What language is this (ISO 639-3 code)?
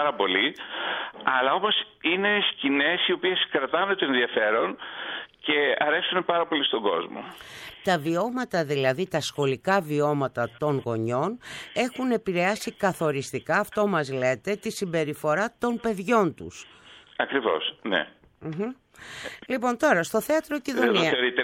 ell